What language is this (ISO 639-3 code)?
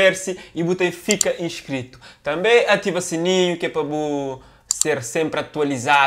kea